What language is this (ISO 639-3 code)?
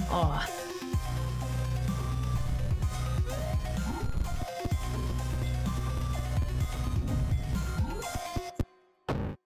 deu